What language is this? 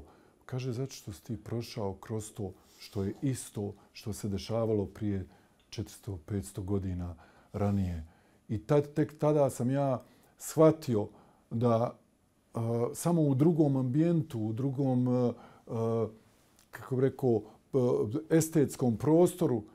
Bosnian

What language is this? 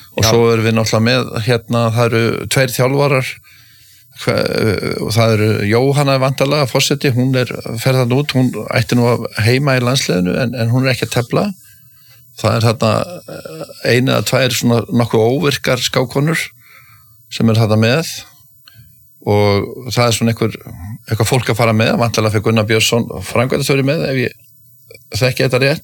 Icelandic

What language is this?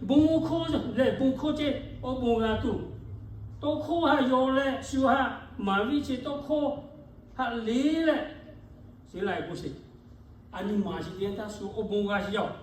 Lahu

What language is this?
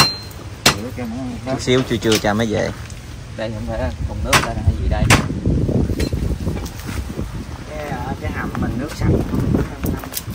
Vietnamese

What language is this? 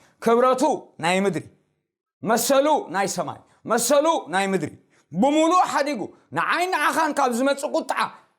Tigrinya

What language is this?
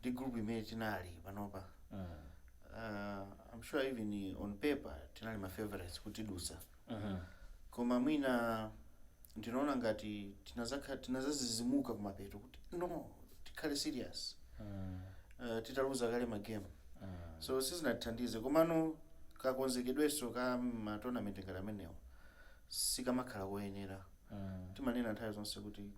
Nyanja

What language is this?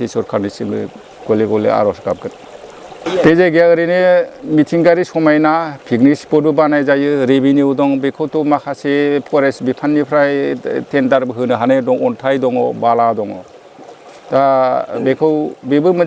Bodo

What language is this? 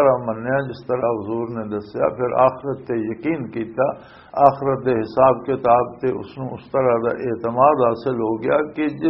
Western Panjabi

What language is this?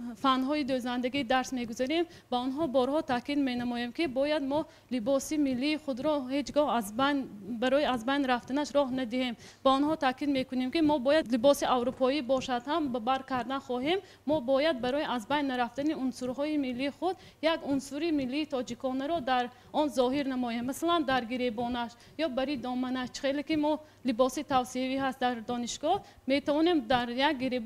Tajik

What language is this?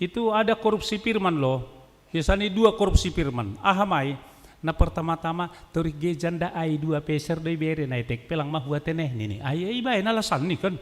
Batak Simalungun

